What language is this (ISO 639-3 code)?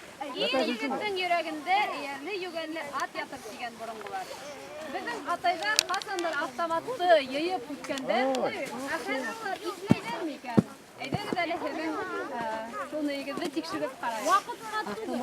bak